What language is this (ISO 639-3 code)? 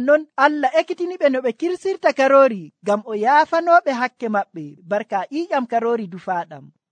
fuv